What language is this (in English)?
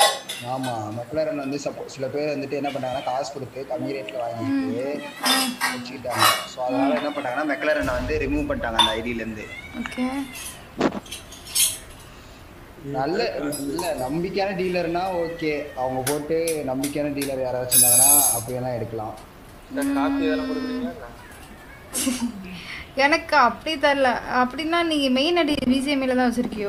Tamil